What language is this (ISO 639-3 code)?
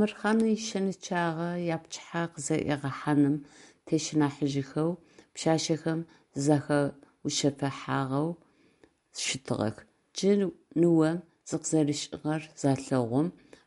ady